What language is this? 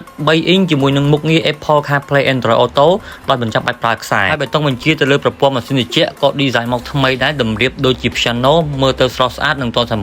Khmer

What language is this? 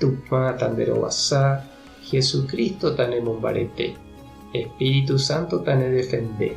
Guarani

